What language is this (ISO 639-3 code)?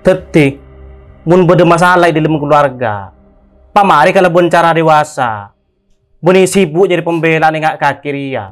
mad